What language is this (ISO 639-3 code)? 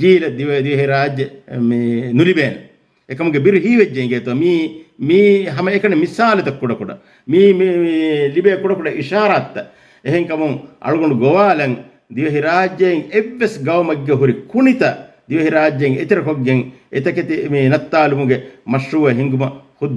div